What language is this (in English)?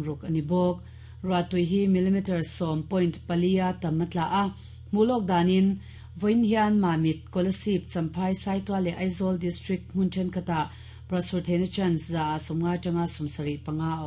Mizo